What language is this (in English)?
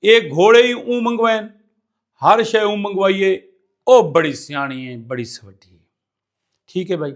Saraiki